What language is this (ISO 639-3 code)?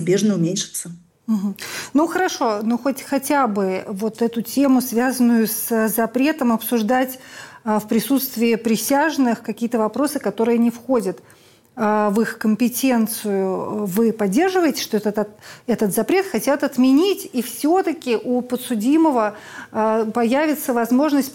rus